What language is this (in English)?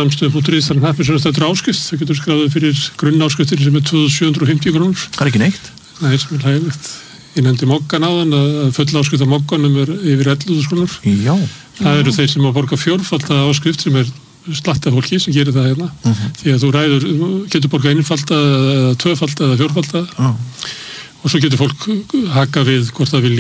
Icelandic